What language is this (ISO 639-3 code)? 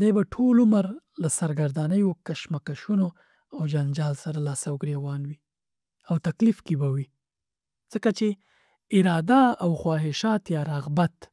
pus